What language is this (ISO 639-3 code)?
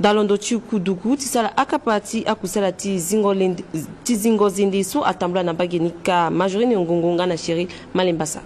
sag